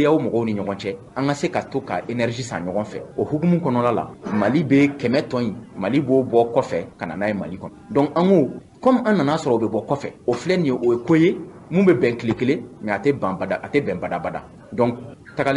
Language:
Bambara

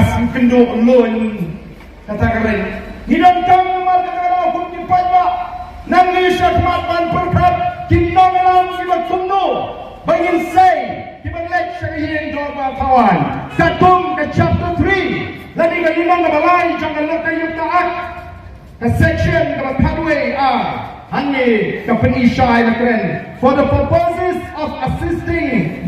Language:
Khasi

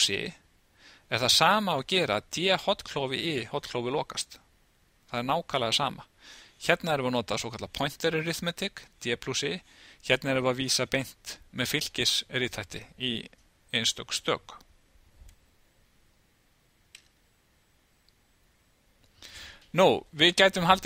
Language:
Icelandic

